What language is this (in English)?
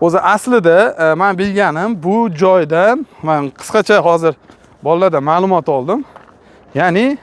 Uzbek